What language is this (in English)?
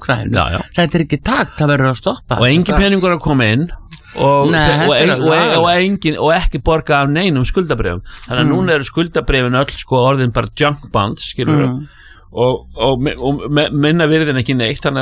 Icelandic